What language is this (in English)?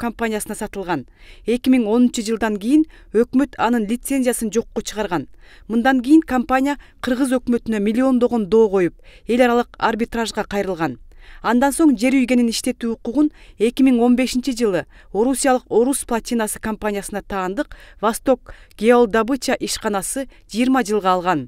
Kyrgyz